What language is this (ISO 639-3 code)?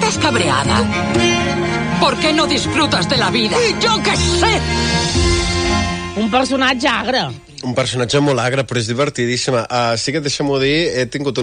cat